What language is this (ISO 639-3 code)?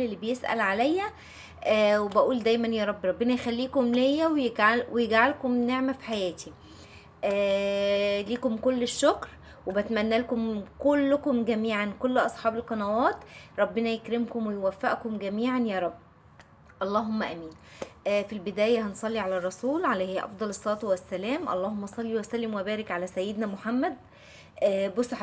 arz